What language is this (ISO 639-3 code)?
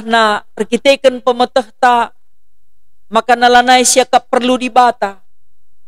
btx